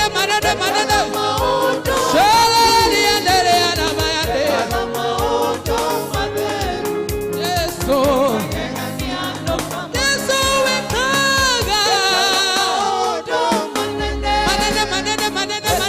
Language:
Kikuyu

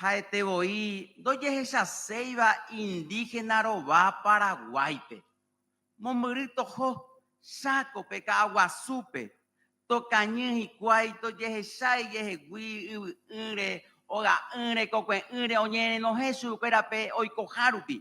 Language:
Guarani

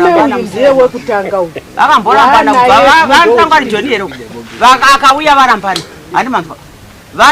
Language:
Shona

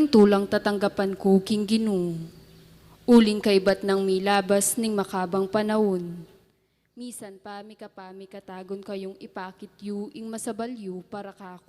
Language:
Pampanga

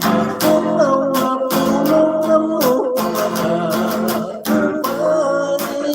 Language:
Hiligaynon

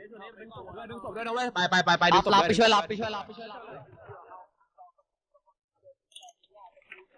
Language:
Thai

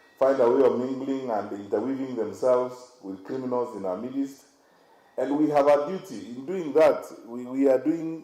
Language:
Kamba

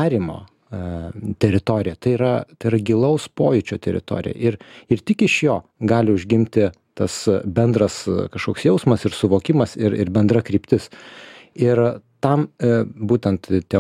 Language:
Lithuanian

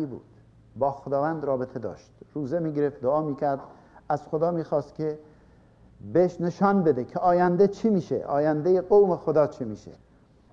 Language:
Persian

